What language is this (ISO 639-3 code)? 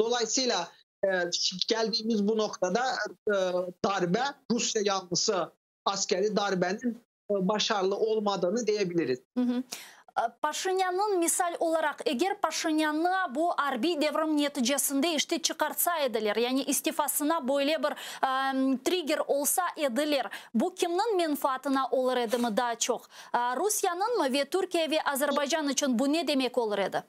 crh